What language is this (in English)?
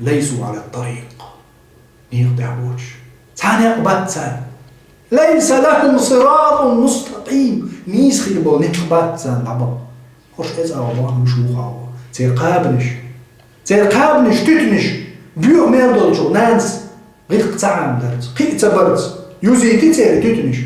Chechen